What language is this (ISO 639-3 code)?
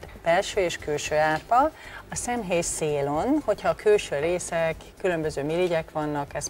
hun